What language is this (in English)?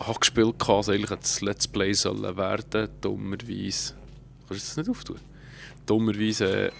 Swiss German